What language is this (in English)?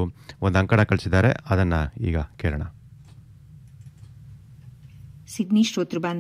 Kannada